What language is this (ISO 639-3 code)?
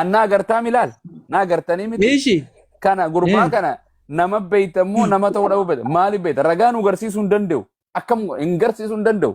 orm